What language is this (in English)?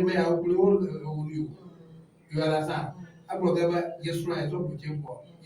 Ewe